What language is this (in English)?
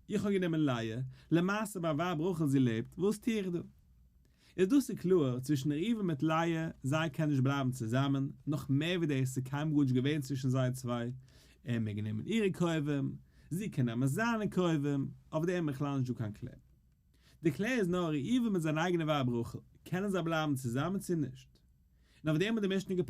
Yiddish